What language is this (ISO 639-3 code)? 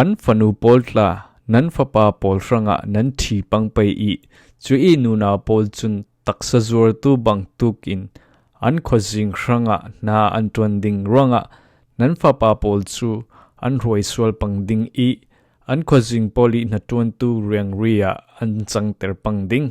cfm